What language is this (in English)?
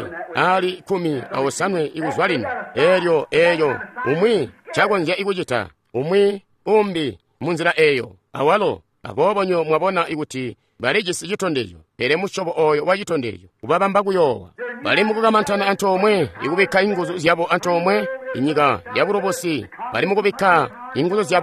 Tonga (Zambia)